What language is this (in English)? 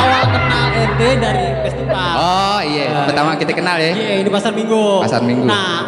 Betawi